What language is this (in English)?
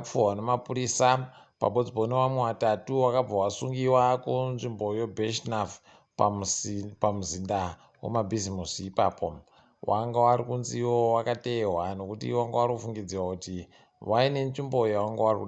Ndau